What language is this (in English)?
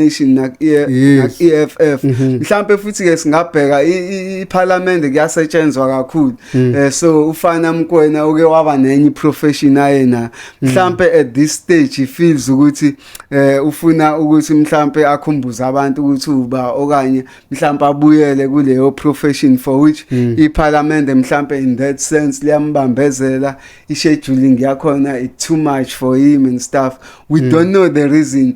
Zulu